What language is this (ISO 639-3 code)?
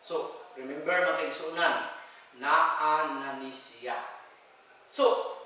ceb